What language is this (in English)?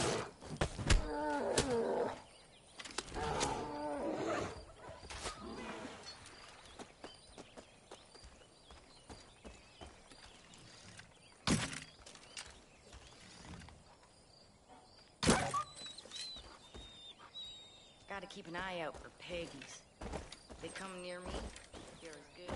English